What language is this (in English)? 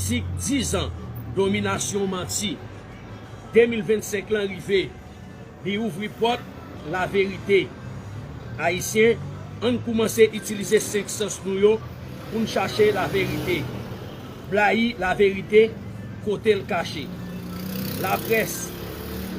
Haitian Creole